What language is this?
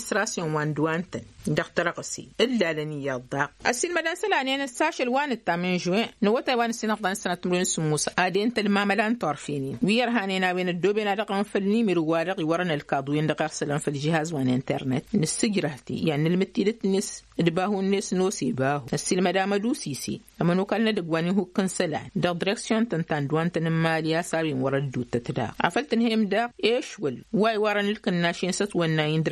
Tamasheq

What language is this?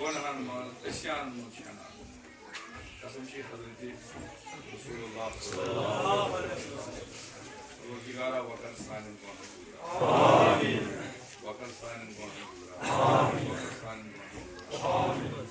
Kashmiri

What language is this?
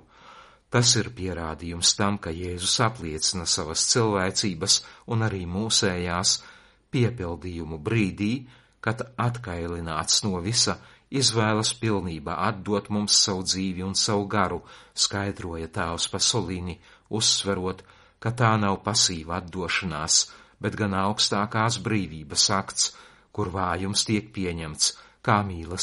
Latvian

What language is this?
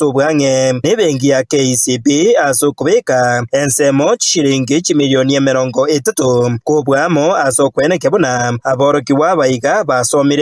Gusii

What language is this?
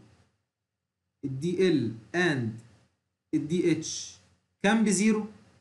Egyptian Arabic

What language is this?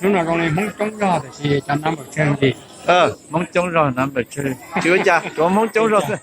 Hmong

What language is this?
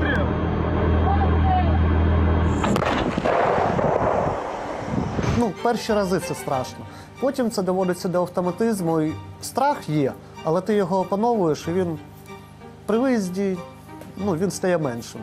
Ukrainian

